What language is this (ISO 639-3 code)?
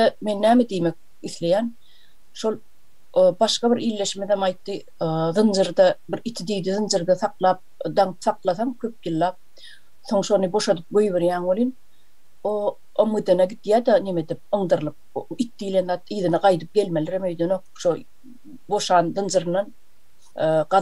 tuk